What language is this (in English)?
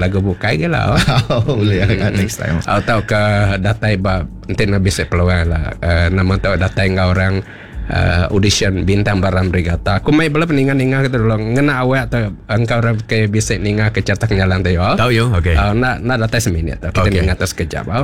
Iban